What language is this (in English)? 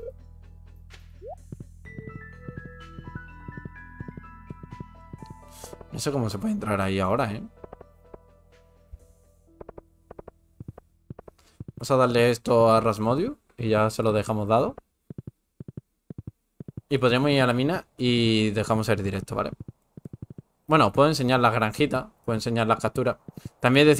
Spanish